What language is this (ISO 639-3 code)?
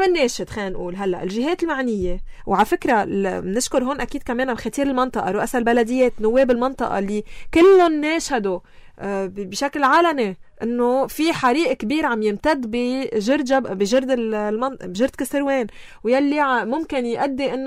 apc